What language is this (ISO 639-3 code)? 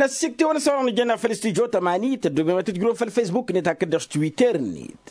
taq